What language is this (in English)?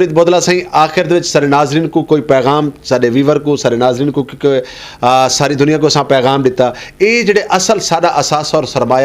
Saraiki